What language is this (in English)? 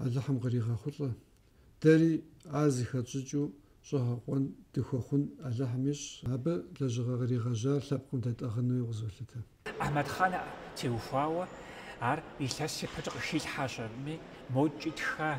Kabardian